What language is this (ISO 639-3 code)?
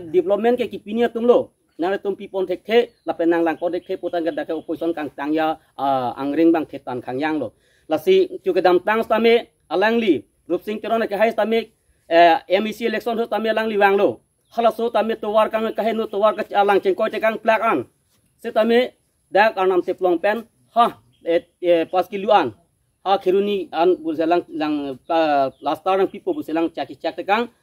mjw